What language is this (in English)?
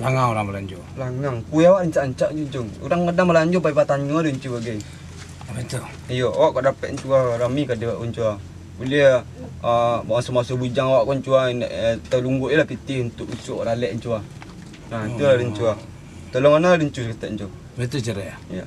Minangkabau